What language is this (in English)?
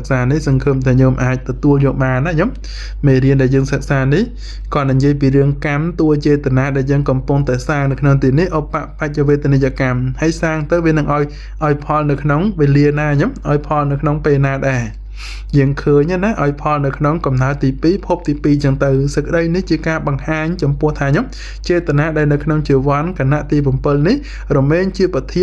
Khmer